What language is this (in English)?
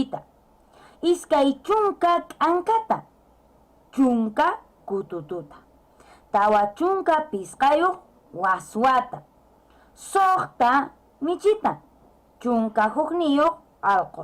Quechua